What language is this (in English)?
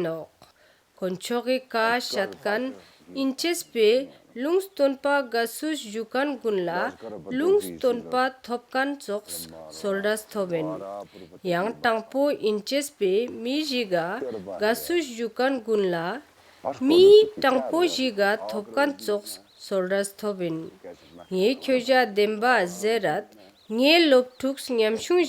Ladakhi